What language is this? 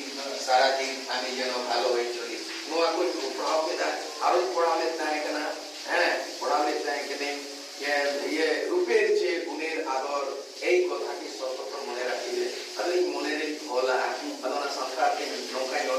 Santali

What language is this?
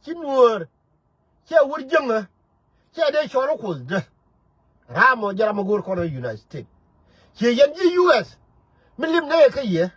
Nuer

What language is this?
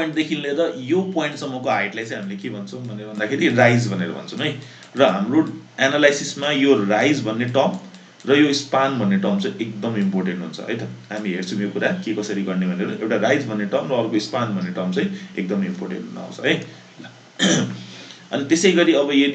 Nepali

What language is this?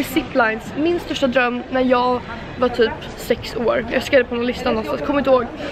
Swedish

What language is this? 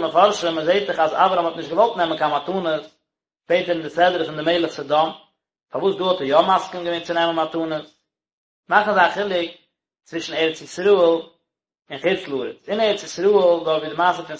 Yiddish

